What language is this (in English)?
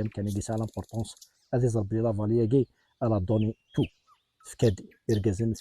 Kabyle